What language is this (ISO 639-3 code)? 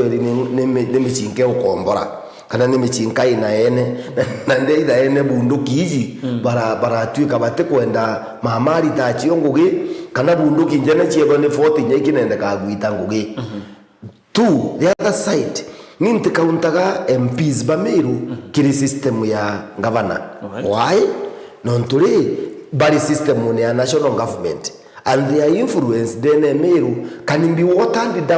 mer